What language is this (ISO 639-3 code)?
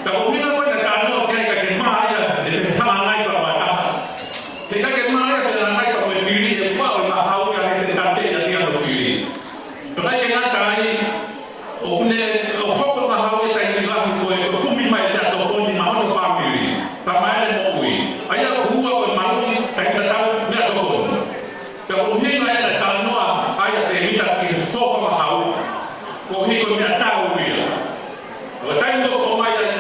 ton